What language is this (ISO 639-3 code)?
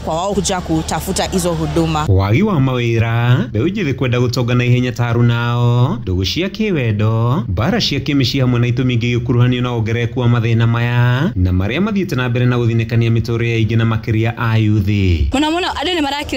kik